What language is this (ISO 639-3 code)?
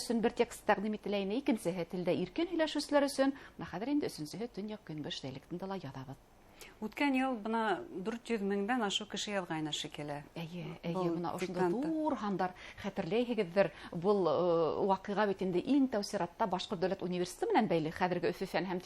bak